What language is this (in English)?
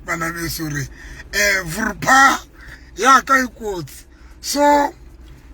Southern Sotho